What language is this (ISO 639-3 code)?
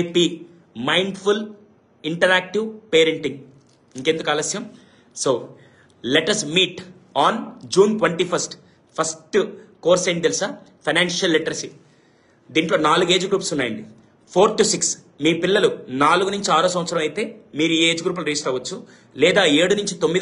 tel